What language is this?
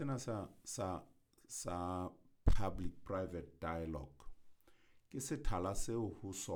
Southern Sotho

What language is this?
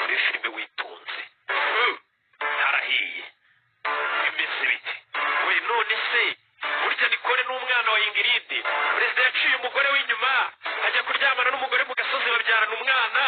Kinyarwanda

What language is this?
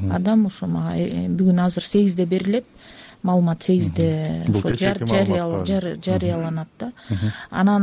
Kyrgyz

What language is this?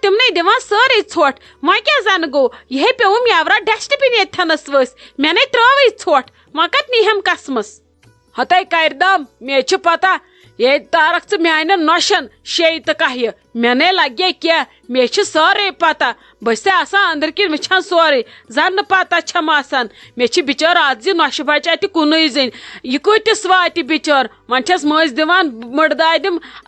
Kashmiri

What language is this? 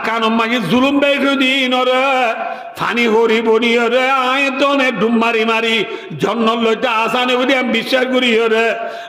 Rohingya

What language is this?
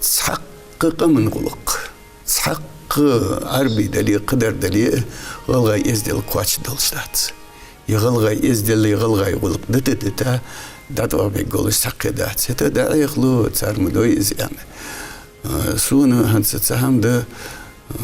Ingush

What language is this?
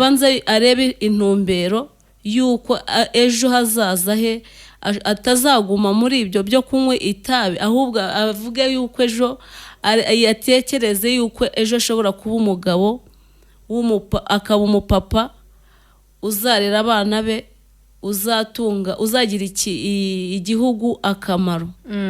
Kinyarwanda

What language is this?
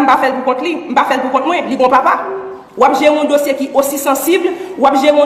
Haitian Creole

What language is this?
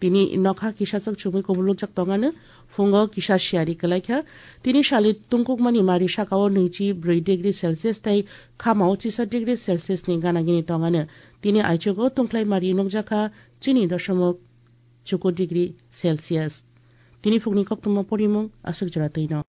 Kok Borok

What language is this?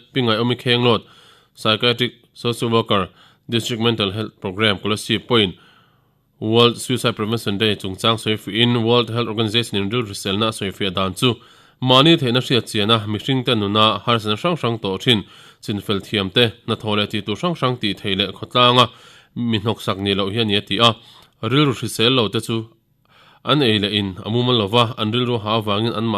Mizo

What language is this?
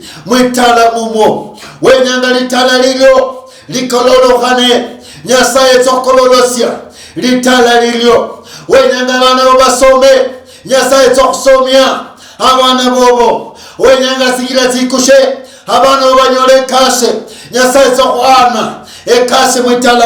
Luyia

